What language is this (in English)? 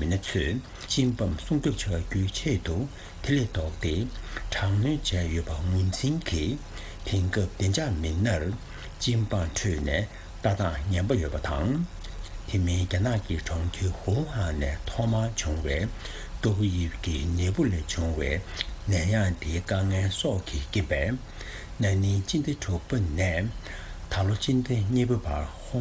Tibetan